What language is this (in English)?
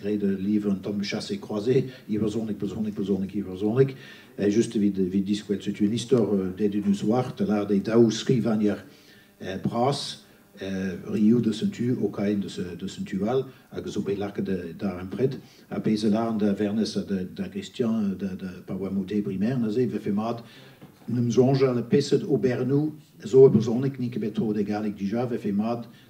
Breton